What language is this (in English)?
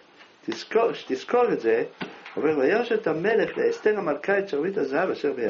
Hebrew